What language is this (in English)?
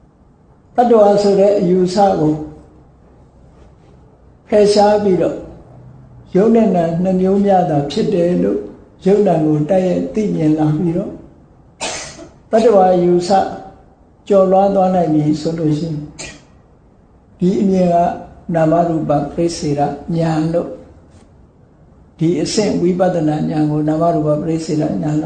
Burmese